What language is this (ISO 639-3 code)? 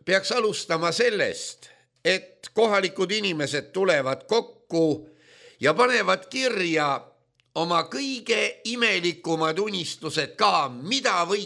est